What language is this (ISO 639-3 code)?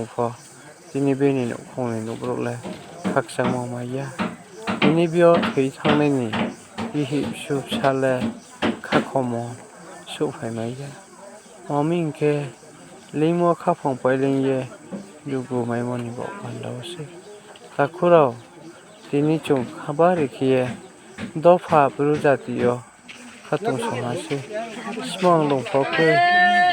ria